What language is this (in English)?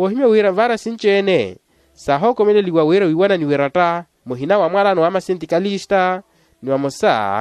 Makhuwa